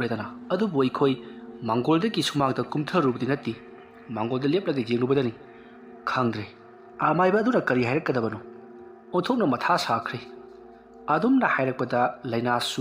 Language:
Manipuri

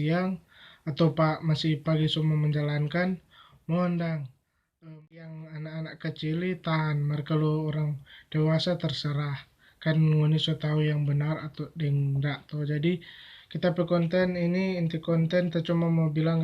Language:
Manado Malay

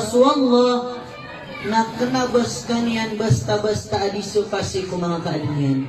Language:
Maranao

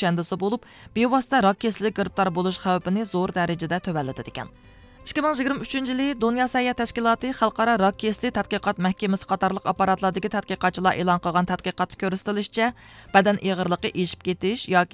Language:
Uyghur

